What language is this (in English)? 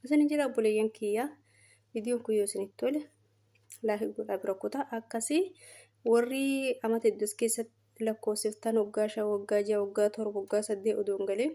Oromo